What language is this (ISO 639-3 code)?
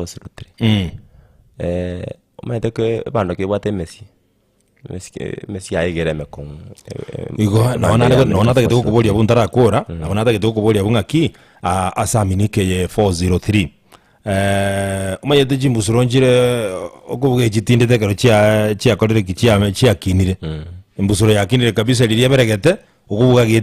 guz